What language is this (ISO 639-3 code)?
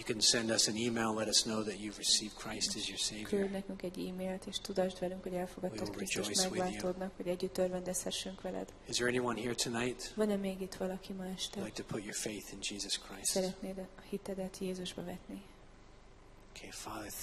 hun